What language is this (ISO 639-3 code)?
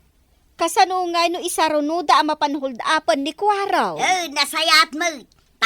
ilo